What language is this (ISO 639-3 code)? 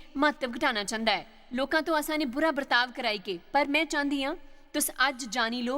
doi